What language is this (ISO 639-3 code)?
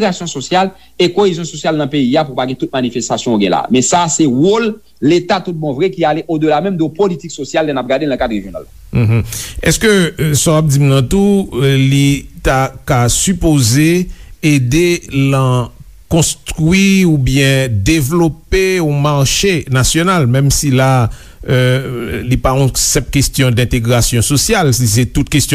hat